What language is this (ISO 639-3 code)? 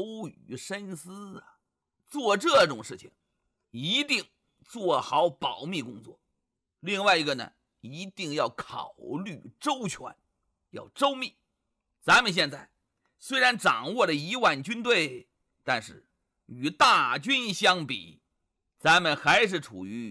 zho